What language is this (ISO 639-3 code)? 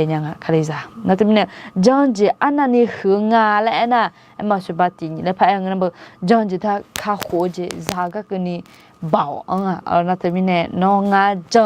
ahk